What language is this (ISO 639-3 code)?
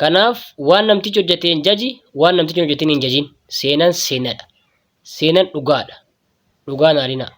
orm